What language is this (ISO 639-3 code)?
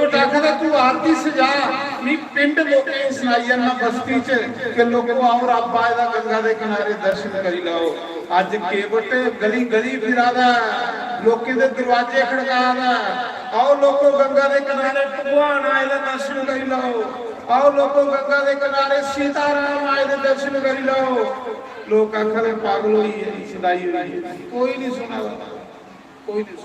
doi